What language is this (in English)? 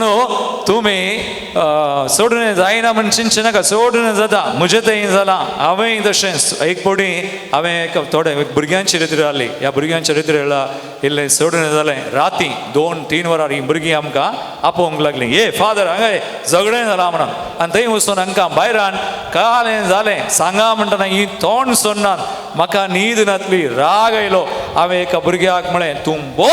Konkani